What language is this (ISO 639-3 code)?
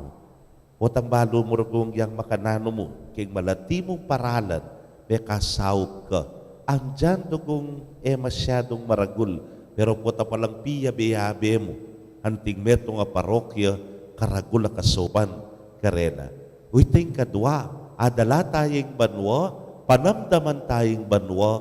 pam